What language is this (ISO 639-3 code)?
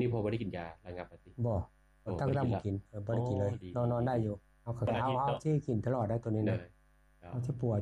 lao